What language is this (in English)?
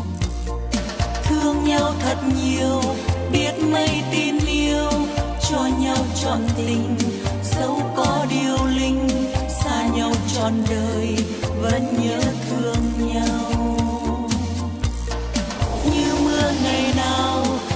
Vietnamese